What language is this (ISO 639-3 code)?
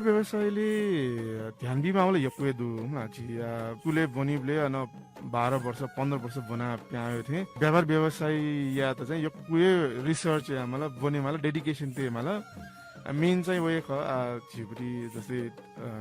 new